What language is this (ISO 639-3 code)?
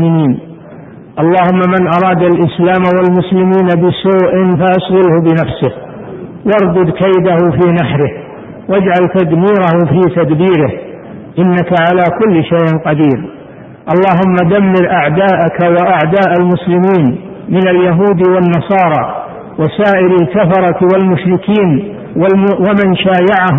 ara